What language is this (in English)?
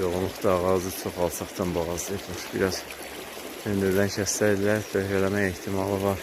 Azerbaijani